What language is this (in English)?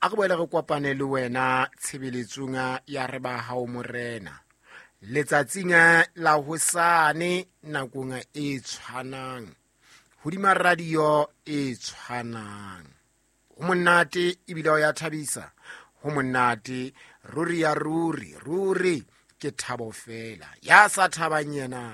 Southern Sotho